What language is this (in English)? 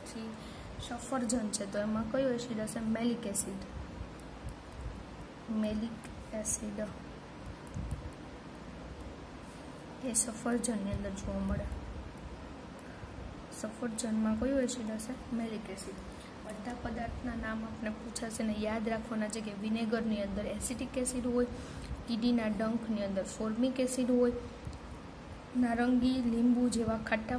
Gujarati